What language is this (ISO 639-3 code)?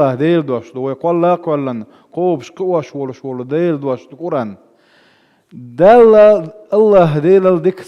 che